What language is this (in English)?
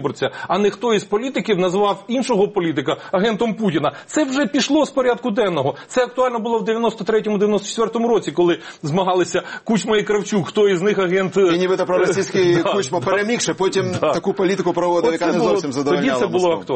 Ukrainian